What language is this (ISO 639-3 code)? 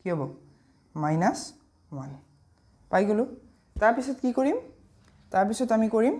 asm